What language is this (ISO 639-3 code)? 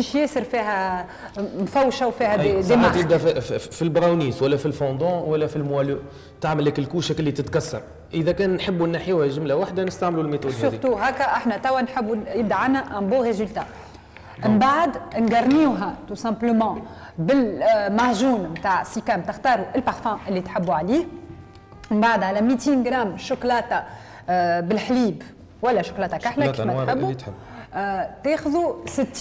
aeb